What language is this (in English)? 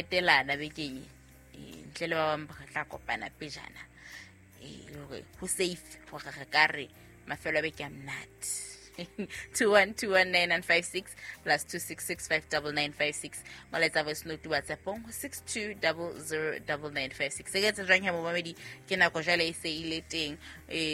Southern Sotho